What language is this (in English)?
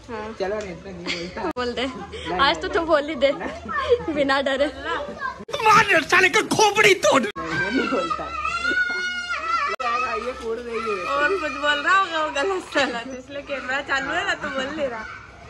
Hindi